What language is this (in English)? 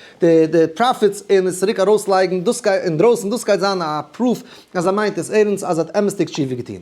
Yiddish